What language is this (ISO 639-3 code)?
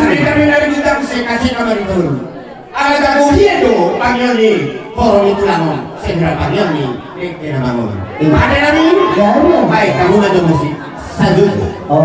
bbc